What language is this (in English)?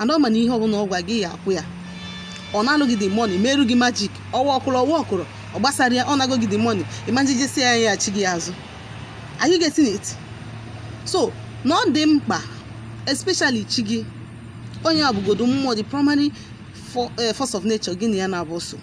Igbo